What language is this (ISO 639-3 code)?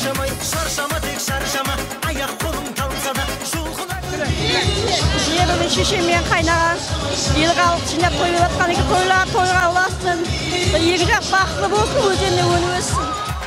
kaz